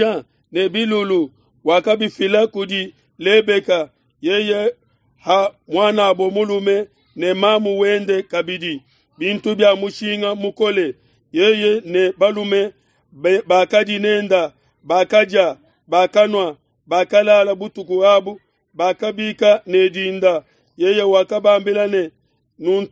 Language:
Luba-Lulua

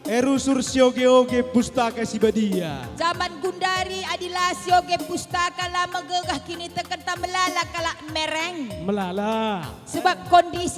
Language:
Batak Karo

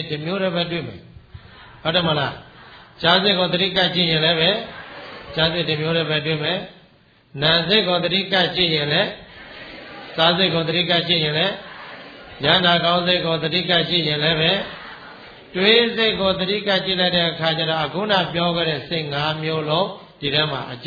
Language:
Burmese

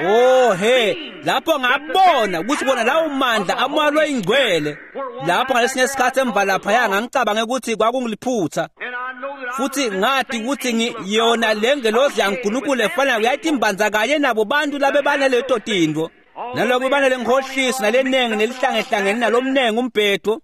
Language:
Swati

